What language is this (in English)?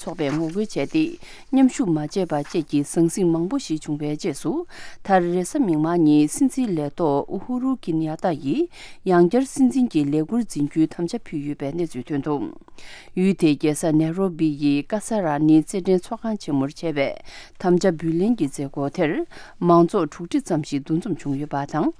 Tibetan